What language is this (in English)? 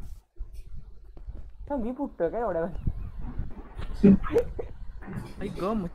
Marathi